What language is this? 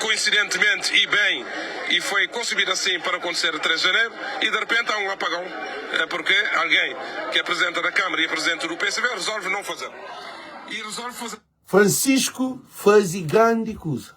Kabuverdianu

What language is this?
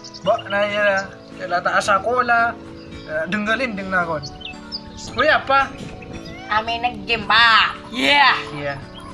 Madurese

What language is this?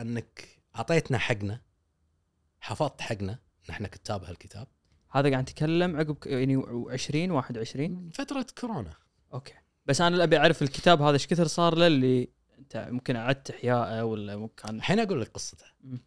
Gulf Arabic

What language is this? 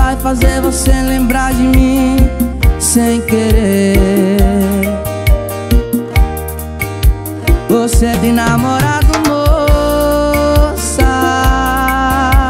Portuguese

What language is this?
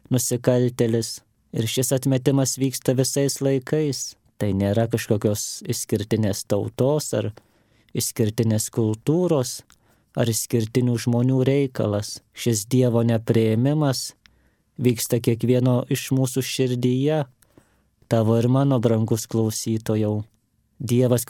Lithuanian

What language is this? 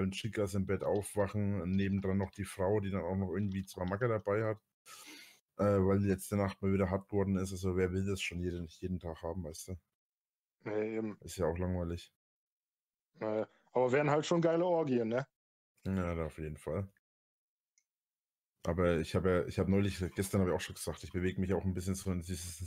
German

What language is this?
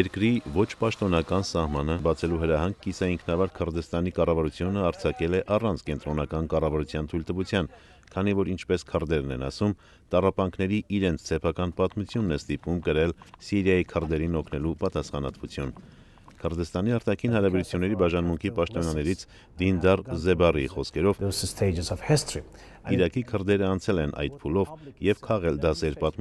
Armenian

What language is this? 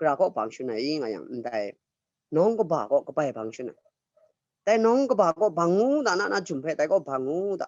Kachin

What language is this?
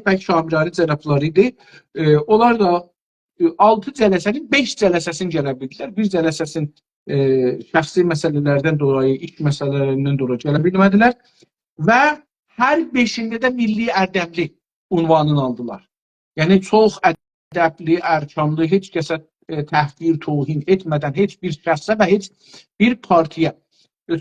South Azerbaijani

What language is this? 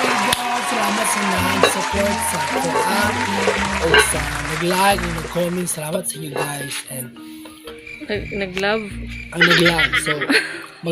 Cebuano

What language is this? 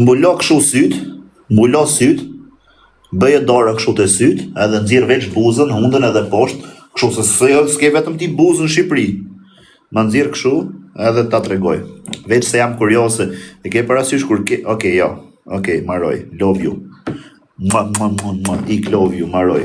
Albanian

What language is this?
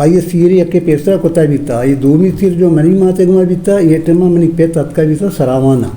Eastern Balochi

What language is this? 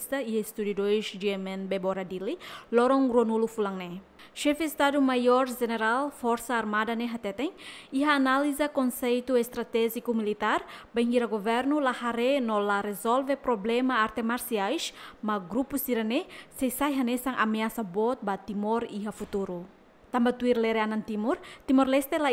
Tetum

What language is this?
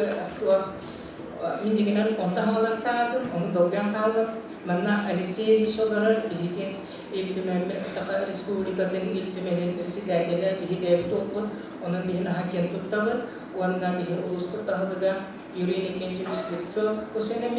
Yakut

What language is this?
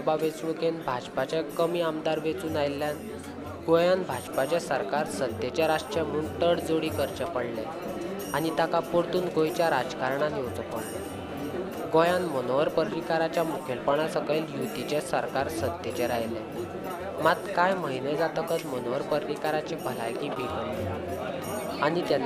Konkani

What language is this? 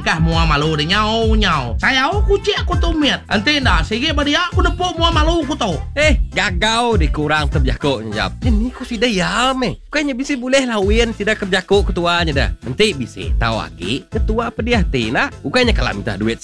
Iban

